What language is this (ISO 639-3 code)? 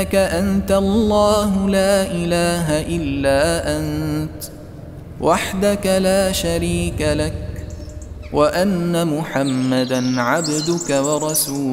ara